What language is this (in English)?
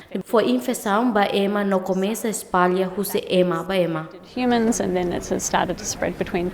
Tetum